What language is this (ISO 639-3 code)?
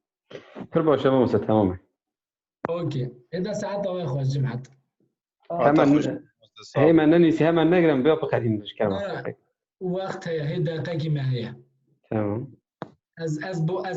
kur